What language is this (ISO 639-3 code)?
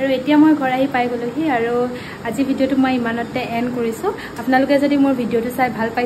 asm